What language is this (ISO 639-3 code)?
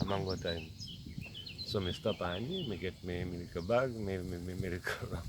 jam